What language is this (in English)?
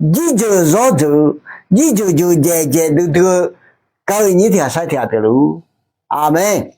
Akha